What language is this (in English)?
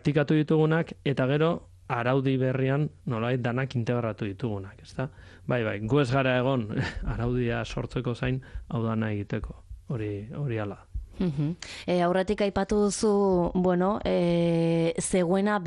Basque